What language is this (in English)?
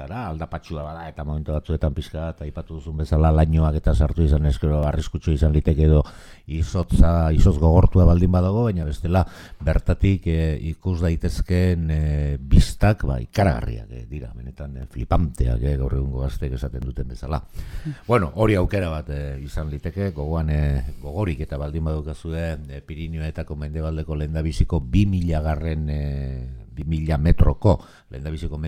Basque